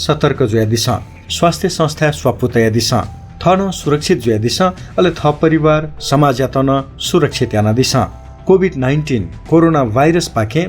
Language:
Newari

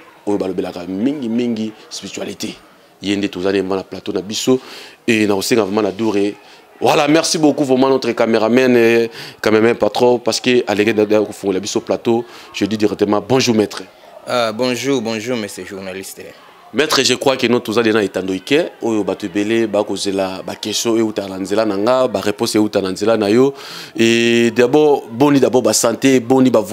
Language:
Lingala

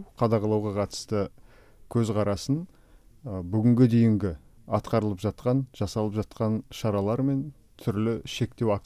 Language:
Kyrgyz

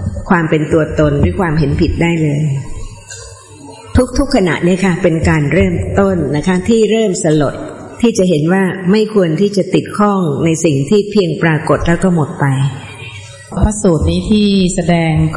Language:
Thai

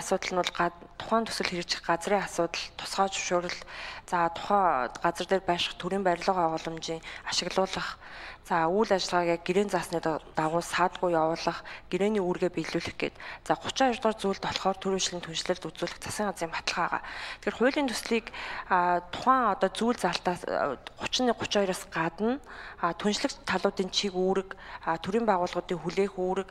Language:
Mongolian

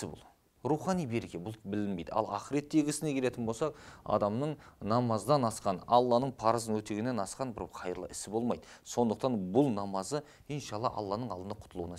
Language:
Kazakh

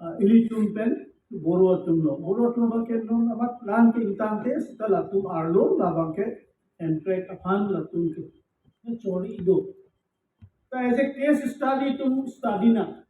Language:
Karbi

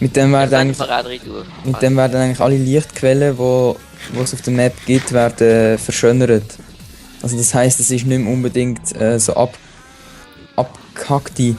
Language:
Swiss German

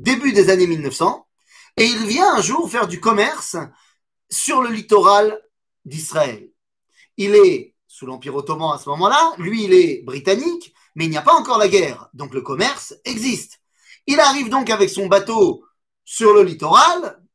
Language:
French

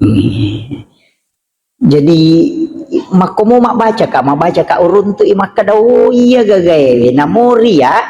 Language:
Buginese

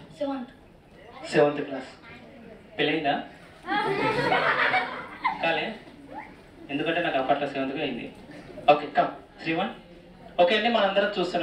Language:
Telugu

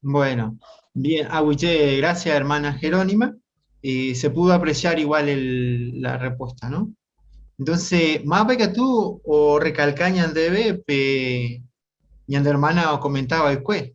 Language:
Guarani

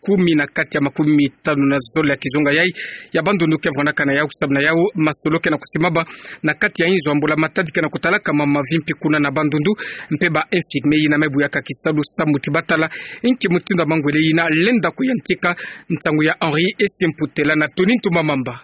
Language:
Kituba (Democratic Republic of Congo)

